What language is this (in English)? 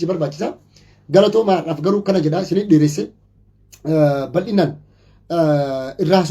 Oromo